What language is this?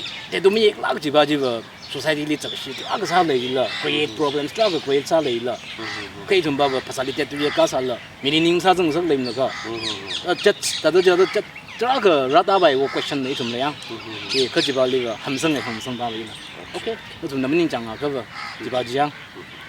Tangkhul Naga (India)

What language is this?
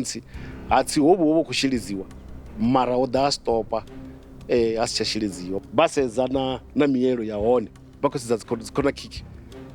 Venda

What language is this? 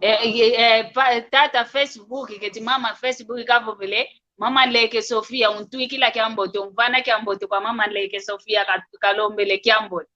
San Salvador Kongo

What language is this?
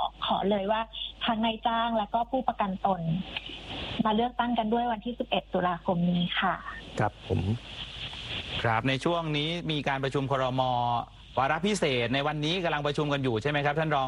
Thai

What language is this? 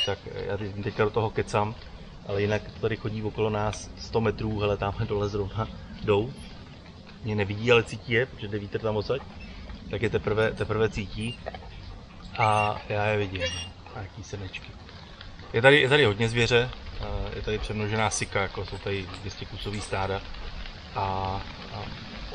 Czech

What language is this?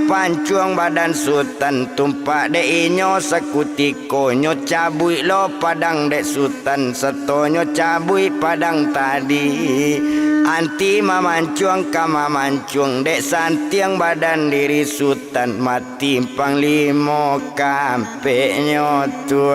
Minangkabau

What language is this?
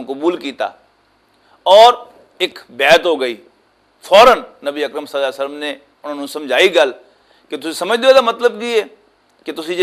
Western Panjabi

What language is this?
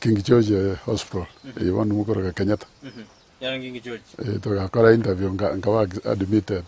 Gusii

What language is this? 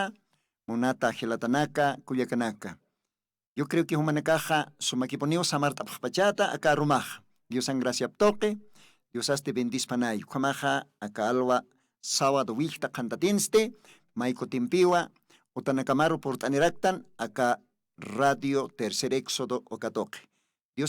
Aymara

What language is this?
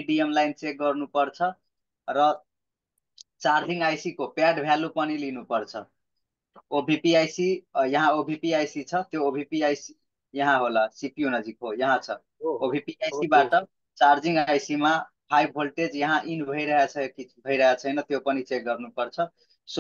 Nepali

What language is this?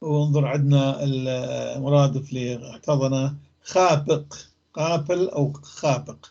North Levantine Arabic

